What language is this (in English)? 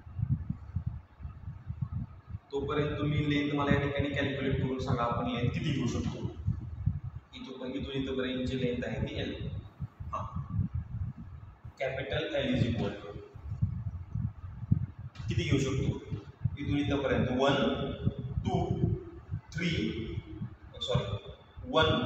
Marathi